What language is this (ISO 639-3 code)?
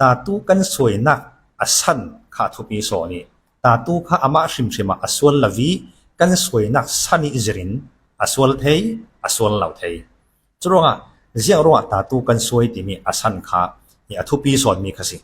cfm